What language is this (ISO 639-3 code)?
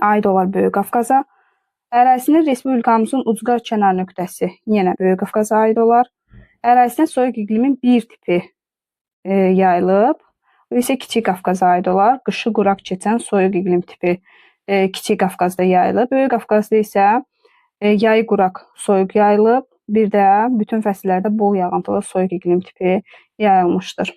aze